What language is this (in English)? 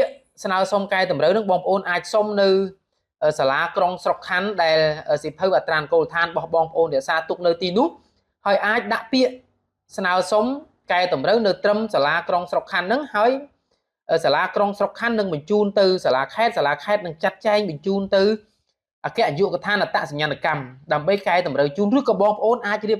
Khmer